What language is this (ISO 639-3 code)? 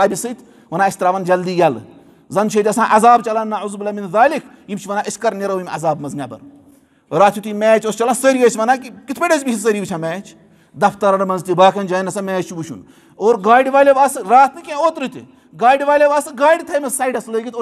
kas